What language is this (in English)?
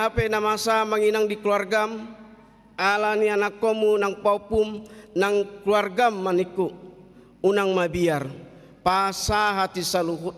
Batak Toba